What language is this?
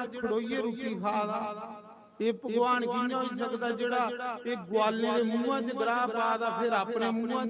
Dogri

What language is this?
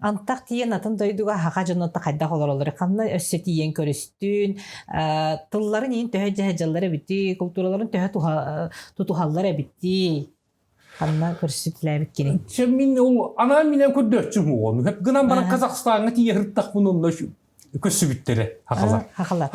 Yakut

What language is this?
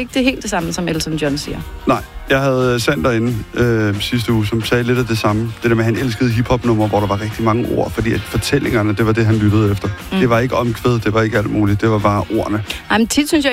Danish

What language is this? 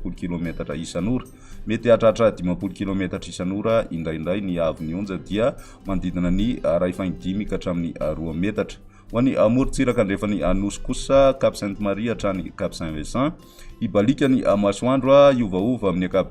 Malagasy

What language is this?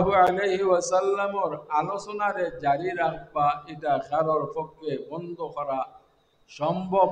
Sylheti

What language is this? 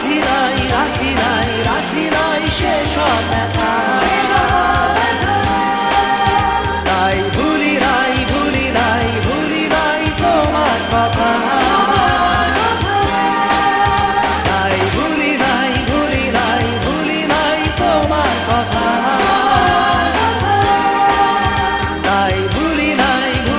Bangla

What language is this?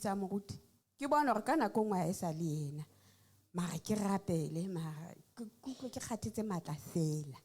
Southern Sotho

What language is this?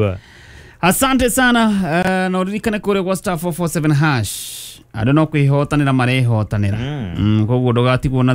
Kikuyu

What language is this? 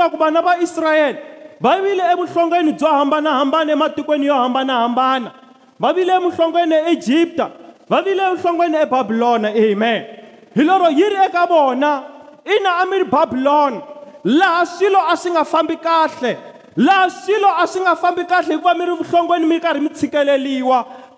Tsonga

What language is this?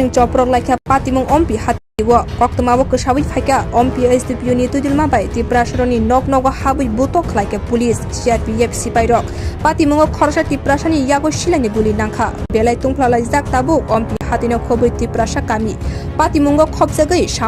Kok Borok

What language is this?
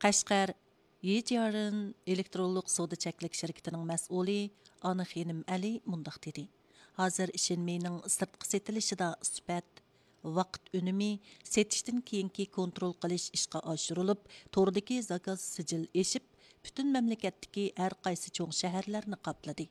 Uyghur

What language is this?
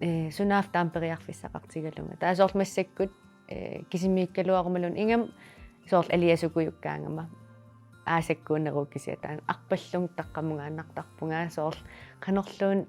Kalaallisut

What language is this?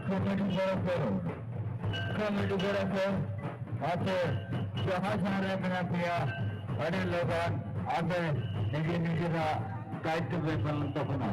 Santali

